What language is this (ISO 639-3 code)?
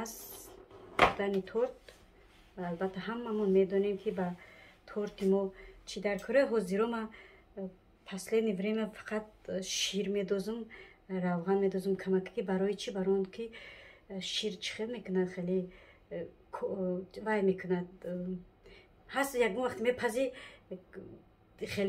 tgk